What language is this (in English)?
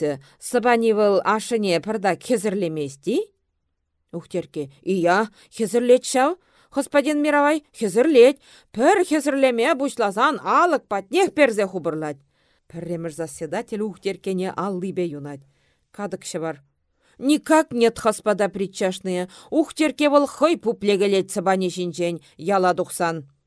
Chuvash